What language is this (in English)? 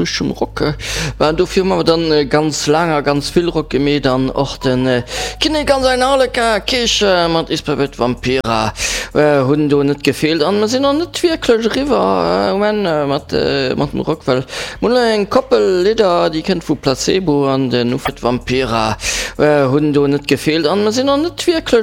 Luxembourgish